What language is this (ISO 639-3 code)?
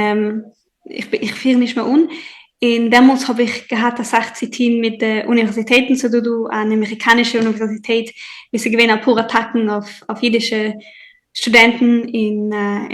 yid